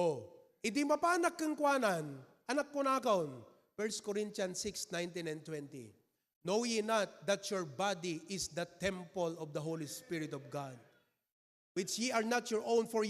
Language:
Iloko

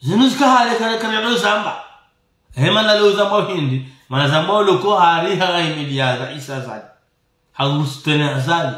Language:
Ngazidja Comorian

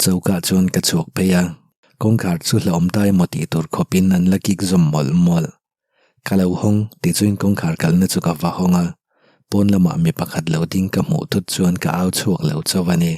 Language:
Mizo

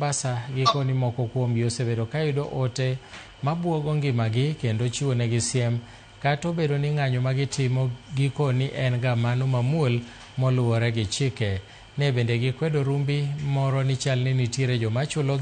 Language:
Luo (Kenya and Tanzania)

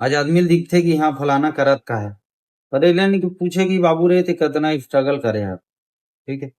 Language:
Chhattisgarhi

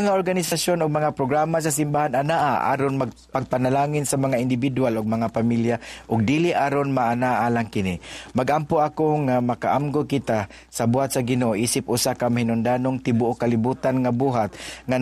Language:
Cebuano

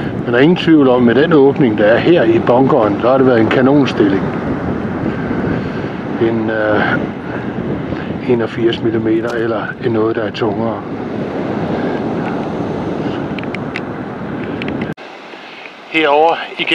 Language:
Danish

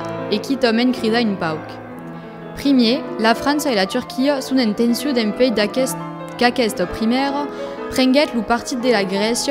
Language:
Occitan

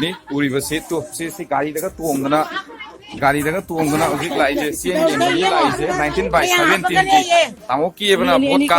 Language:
Manipuri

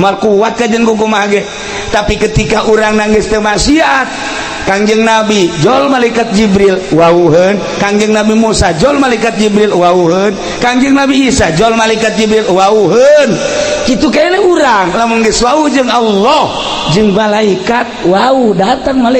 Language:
Sundanese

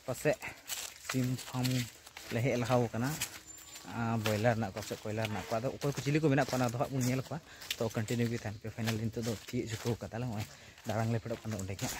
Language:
Santali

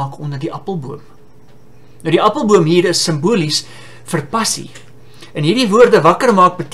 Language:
Afrikaans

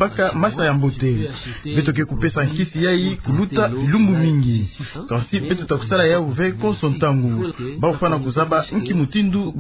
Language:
Kituba (Democratic Republic of Congo)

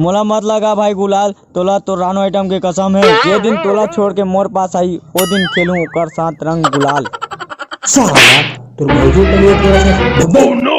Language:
Chhattisgarhi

